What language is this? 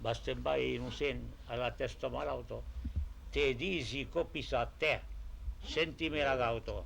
Occitan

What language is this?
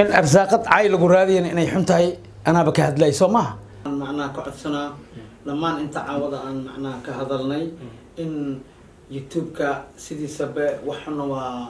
Somali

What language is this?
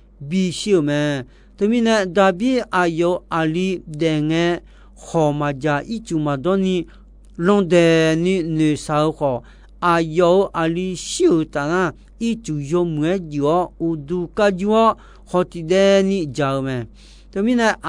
Akha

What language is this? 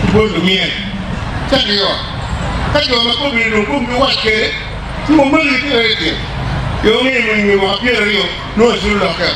Acoli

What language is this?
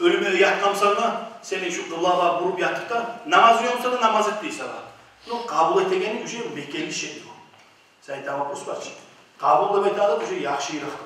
Kumyk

